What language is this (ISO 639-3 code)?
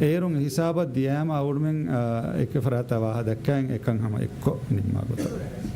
div